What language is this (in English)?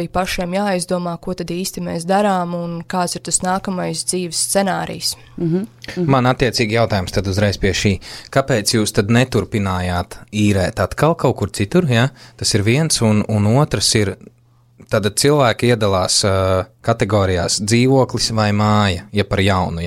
Latvian